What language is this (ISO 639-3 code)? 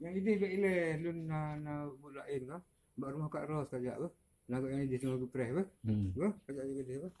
ace